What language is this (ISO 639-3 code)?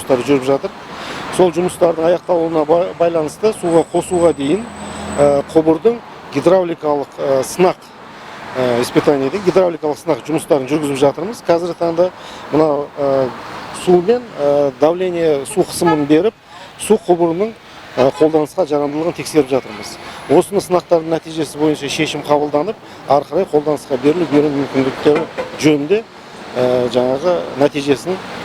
kaz